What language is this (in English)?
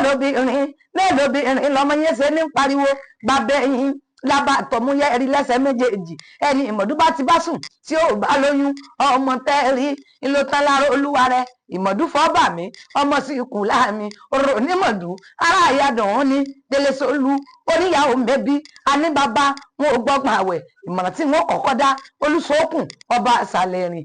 Yoruba